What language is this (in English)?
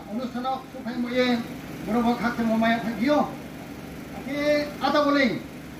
Riang (India)